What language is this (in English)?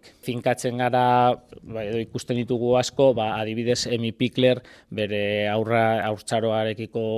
Basque